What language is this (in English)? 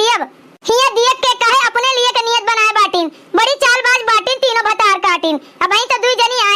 Awadhi